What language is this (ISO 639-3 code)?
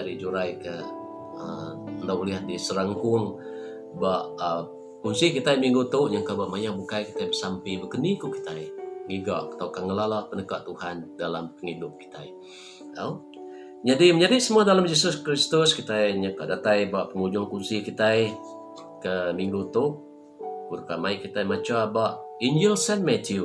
iba